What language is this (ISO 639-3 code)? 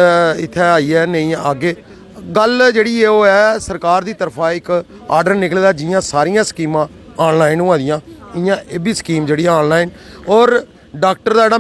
doi